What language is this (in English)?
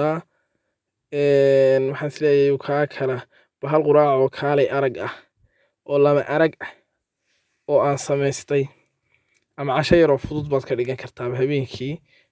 Somali